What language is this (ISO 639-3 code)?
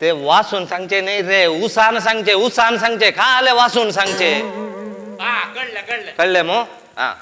kok